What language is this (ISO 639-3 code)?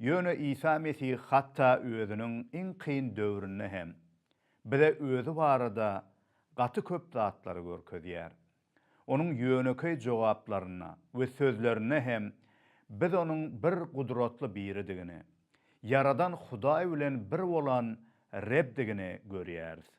tuk